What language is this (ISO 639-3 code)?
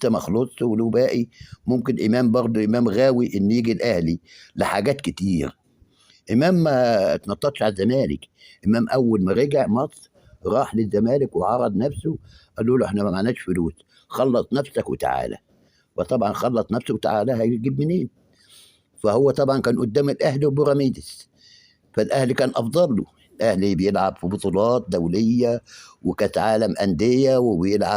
arz